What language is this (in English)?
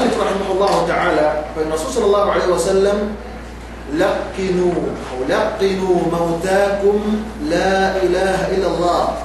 Yakan